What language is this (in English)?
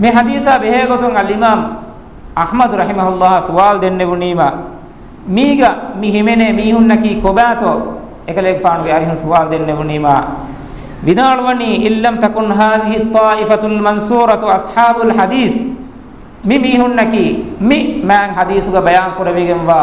Divehi